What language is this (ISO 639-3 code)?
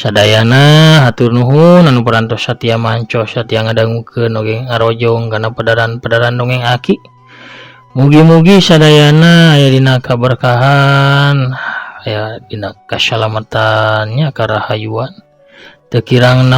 sun